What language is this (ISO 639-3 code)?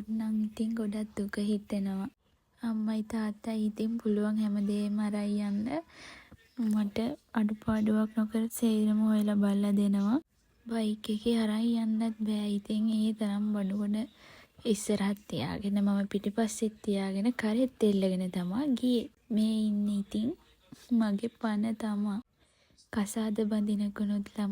sin